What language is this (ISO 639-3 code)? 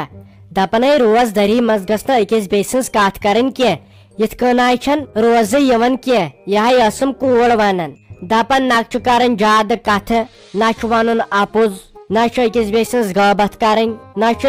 kas